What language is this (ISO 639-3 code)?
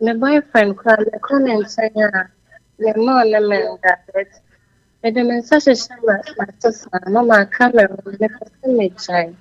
aka